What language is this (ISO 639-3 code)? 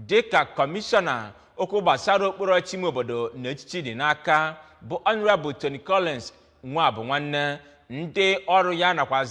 ibo